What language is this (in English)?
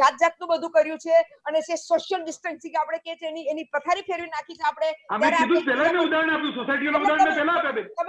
Gujarati